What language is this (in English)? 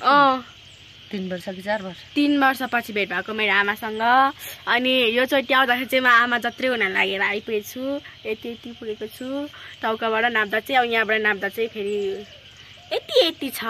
Nepali